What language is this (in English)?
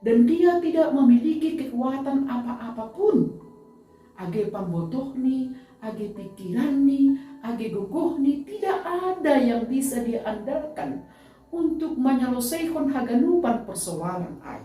Batak Simalungun